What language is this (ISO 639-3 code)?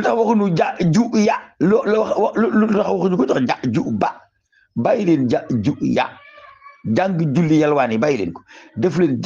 wol